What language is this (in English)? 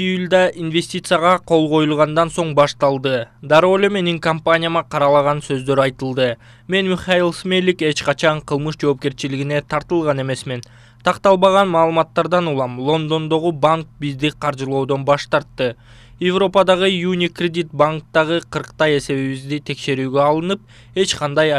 Kyrgyz